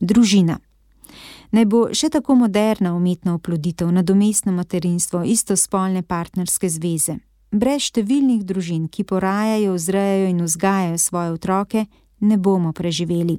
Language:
Slovenian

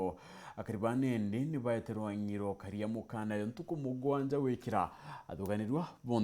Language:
Meru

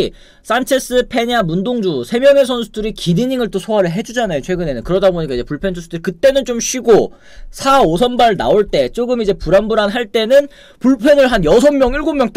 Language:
Korean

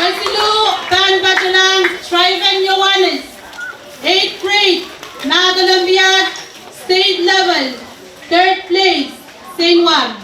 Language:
Pohnpeian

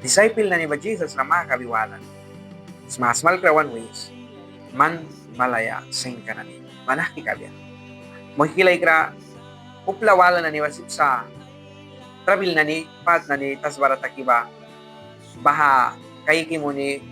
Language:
Mískito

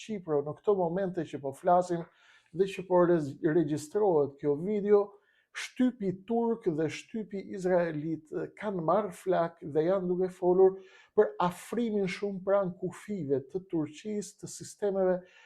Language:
Albanian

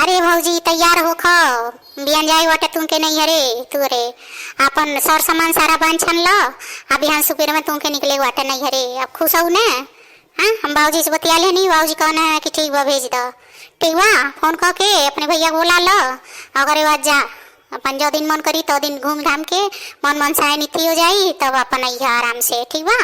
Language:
Bhojpuri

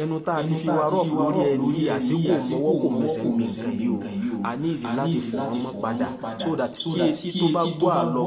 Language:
Yoruba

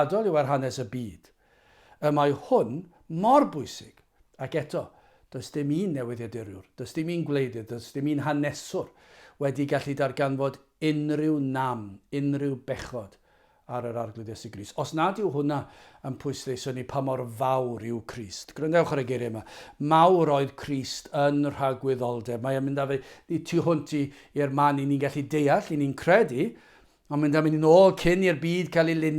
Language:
Welsh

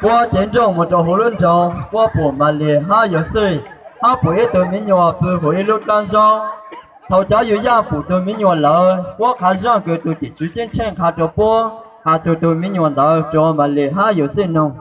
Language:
Hmong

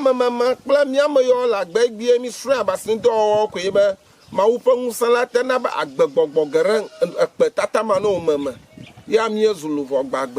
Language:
Ewe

